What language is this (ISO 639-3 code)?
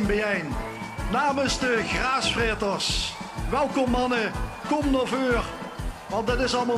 lim